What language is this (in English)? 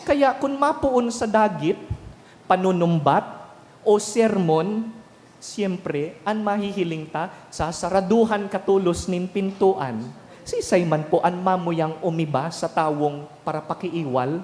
Bikol